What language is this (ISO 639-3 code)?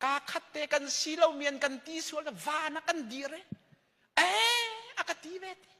cnh